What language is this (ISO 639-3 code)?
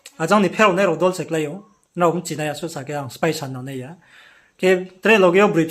ria